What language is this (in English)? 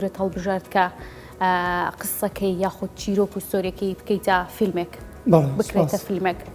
Central Kurdish